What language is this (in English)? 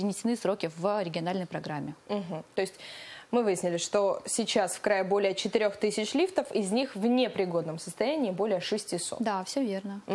Russian